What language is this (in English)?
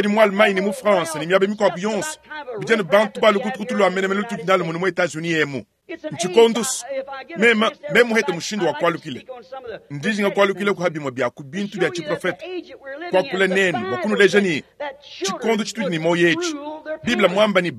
Luba-Lulua